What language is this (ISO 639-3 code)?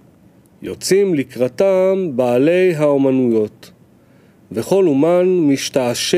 heb